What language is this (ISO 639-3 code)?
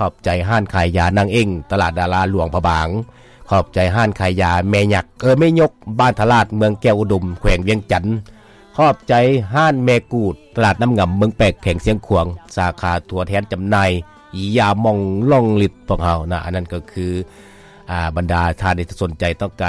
lao